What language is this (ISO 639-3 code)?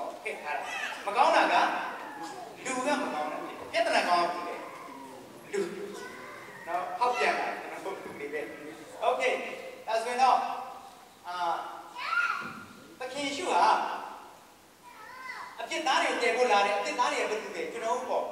mya